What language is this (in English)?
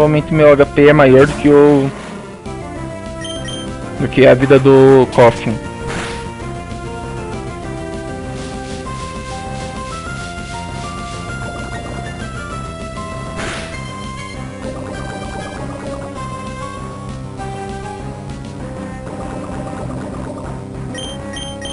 Portuguese